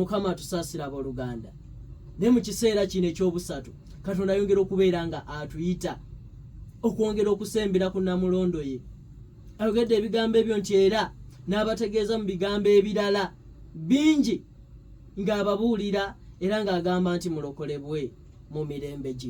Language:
Ganda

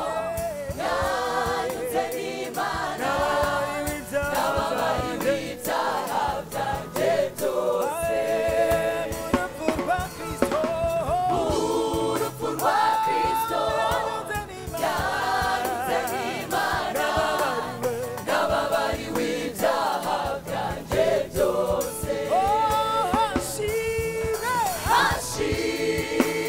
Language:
Kinyarwanda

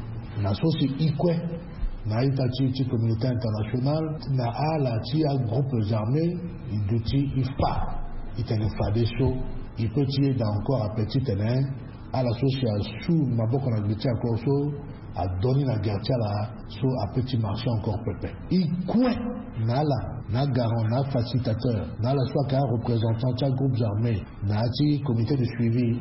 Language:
Sango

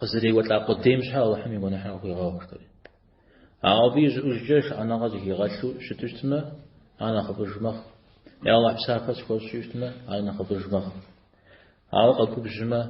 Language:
Kabardian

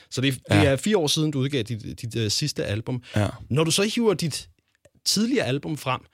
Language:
Danish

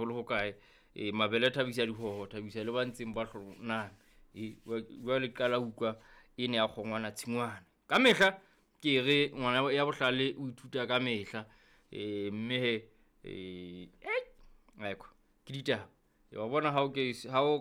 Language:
Southern Sotho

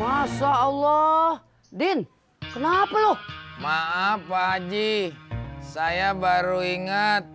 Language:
Betawi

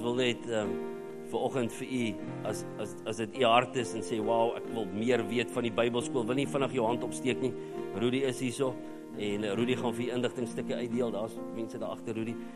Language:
Afrikaans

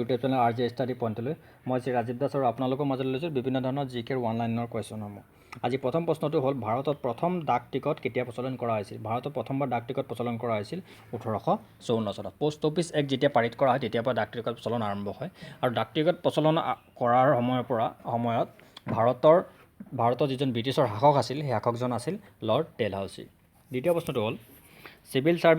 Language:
Assamese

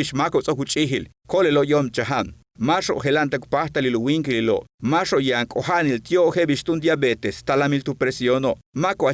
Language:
Yucateco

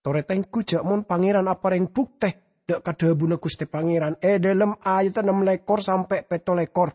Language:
Madurese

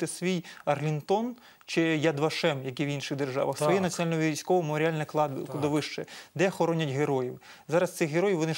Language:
Ukrainian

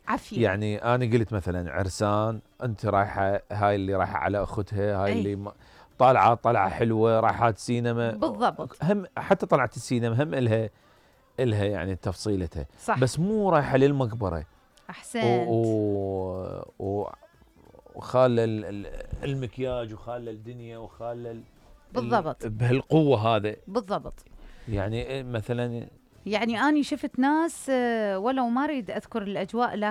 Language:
Mesopotamian Arabic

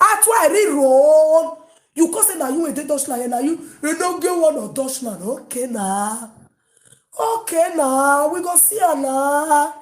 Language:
Nigerian Pidgin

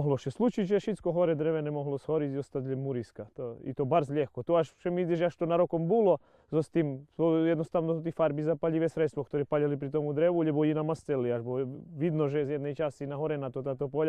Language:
Rusyn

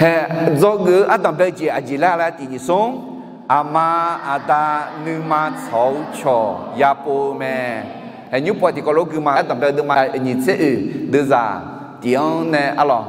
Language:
Akha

